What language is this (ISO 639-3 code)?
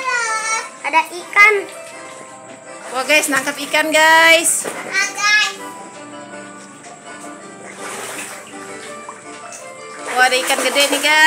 ind